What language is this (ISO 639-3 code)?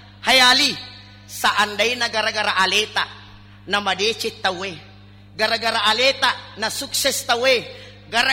bug